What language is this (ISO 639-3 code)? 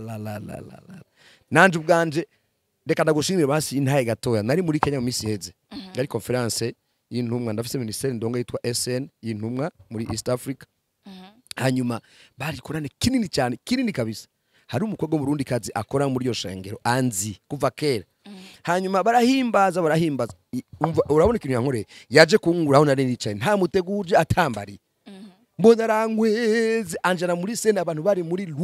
run